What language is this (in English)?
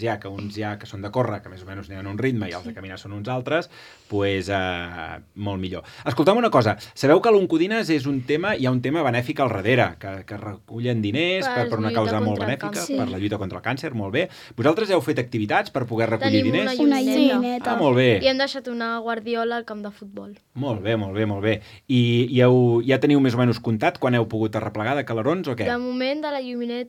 Catalan